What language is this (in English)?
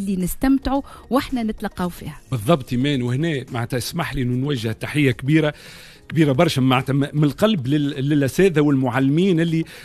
Tunisian Arabic